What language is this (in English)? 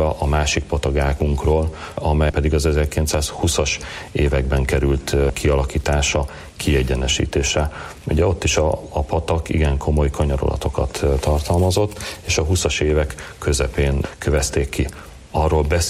Hungarian